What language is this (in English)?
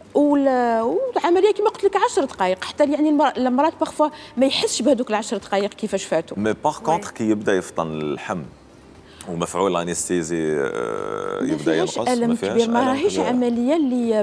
Algerian Arabic